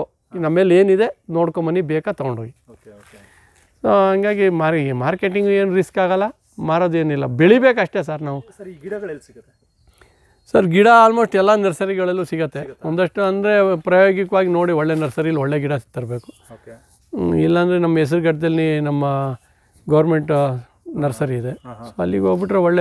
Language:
Kannada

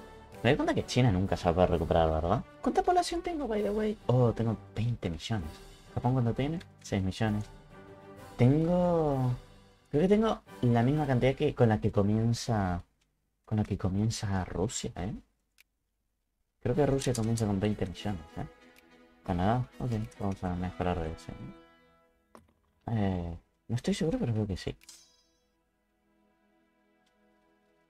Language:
Spanish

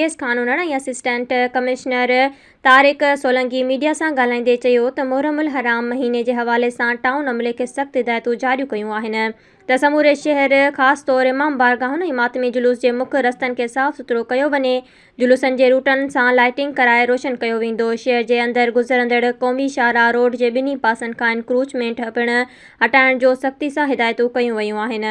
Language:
Sindhi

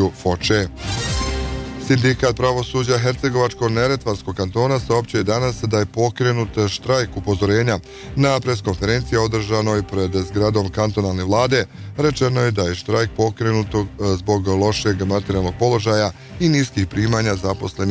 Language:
Bosnian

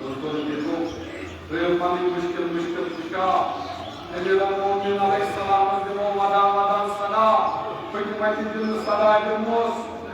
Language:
Kashmiri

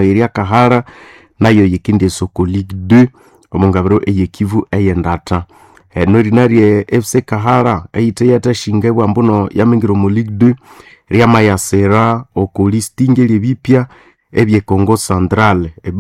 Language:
Nande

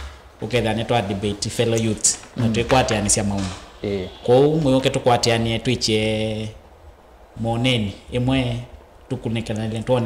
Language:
Kamba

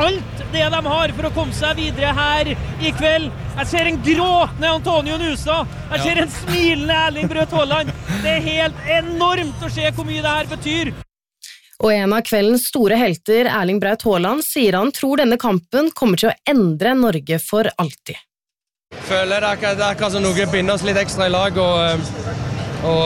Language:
Norwegian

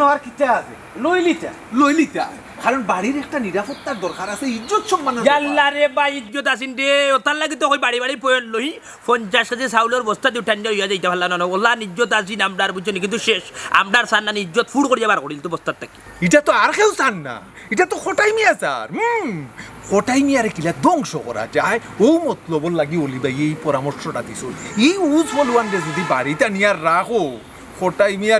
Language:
Sylheti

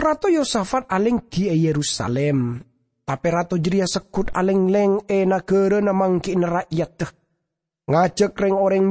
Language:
Madurese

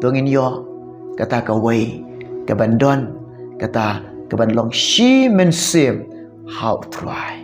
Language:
Khasi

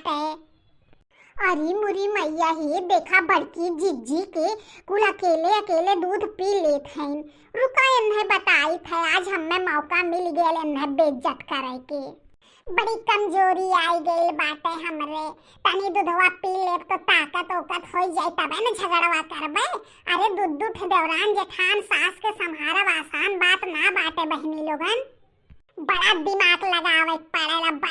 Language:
Bhojpuri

